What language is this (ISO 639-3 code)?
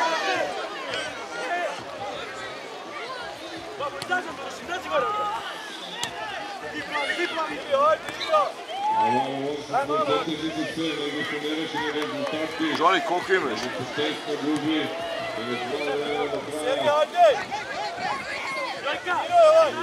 srp